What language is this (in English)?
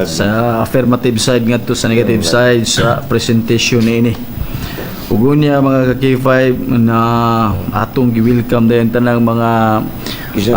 Cebuano